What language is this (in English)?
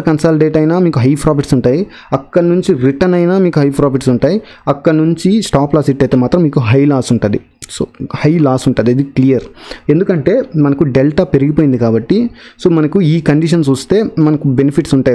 Telugu